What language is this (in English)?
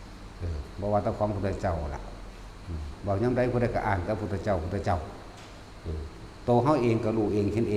Northeastern Thai